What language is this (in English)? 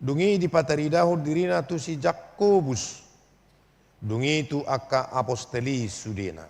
Batak Toba